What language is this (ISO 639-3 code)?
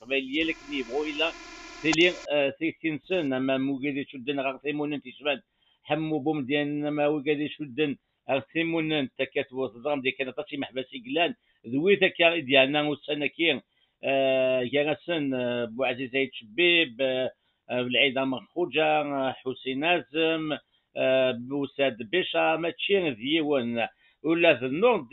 kab